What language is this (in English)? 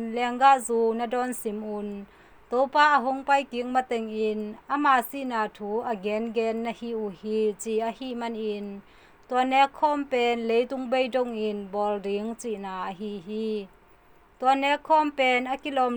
Tedim Chin